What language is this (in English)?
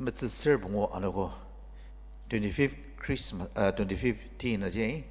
Ao Naga